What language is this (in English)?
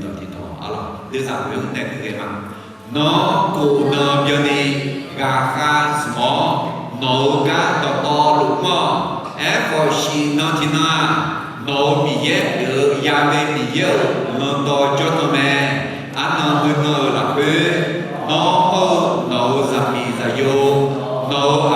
Akha